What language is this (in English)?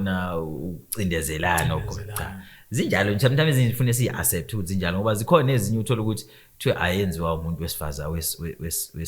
Zulu